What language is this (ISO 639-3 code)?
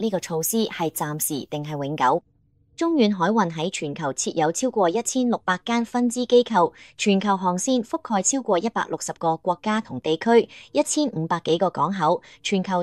yue